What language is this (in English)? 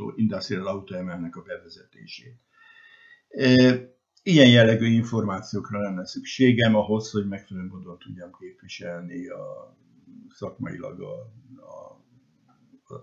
Hungarian